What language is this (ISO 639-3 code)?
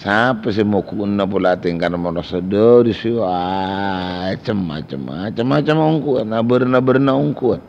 mad